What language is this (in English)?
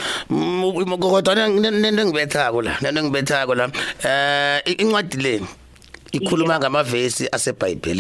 South Ndebele